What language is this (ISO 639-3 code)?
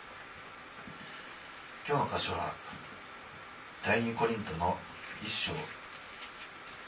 jpn